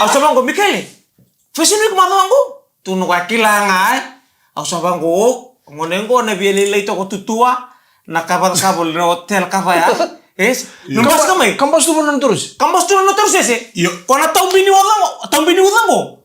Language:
Fijian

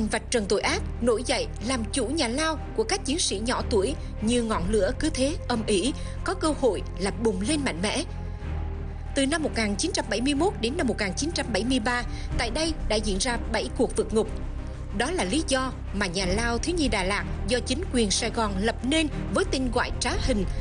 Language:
Vietnamese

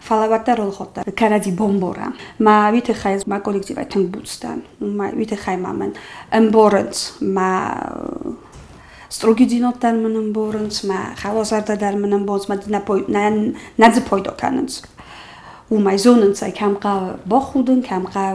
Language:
Ossetic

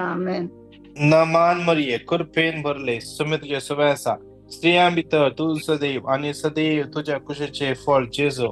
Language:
Konkani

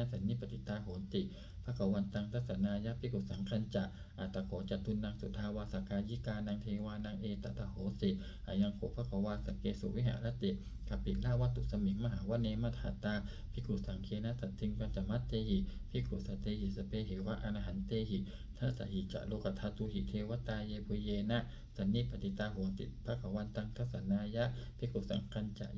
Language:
Pali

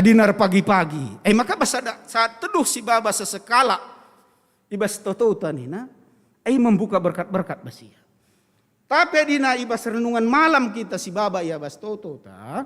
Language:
Batak Karo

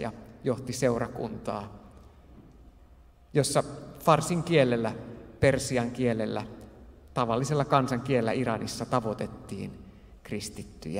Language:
Finnish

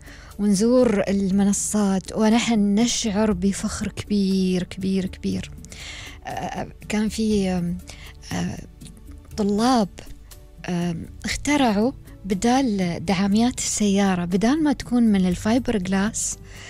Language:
Gulf Arabic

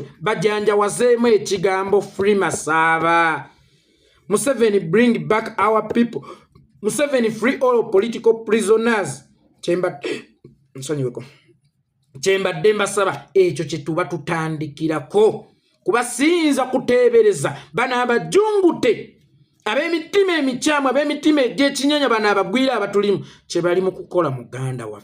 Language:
Ganda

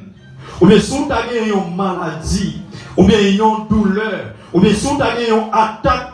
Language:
Haitian Creole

